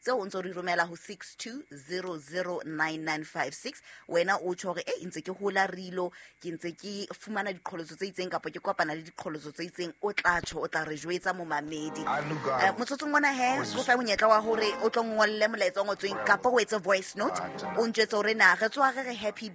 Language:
Southern Sotho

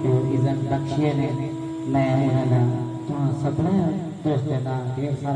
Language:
Saraiki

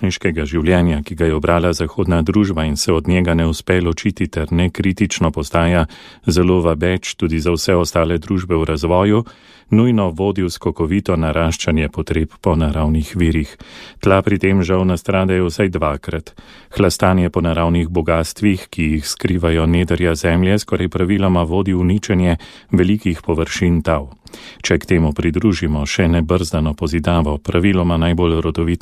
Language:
Slovenian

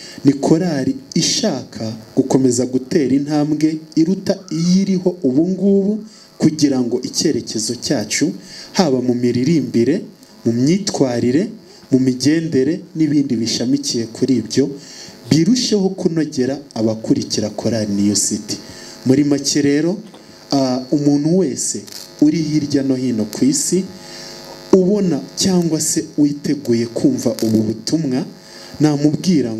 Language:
Kinyarwanda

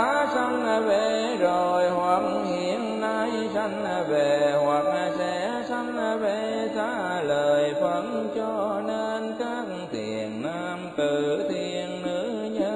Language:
Vietnamese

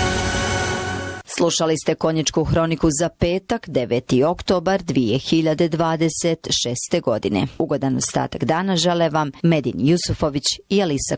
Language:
Bosnian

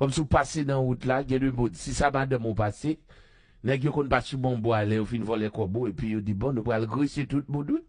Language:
Haitian Creole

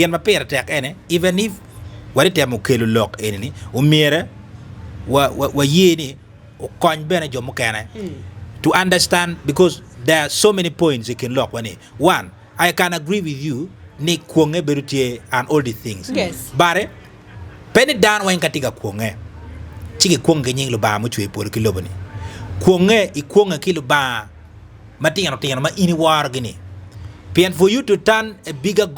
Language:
Acoli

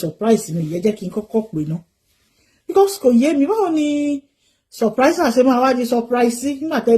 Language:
Yoruba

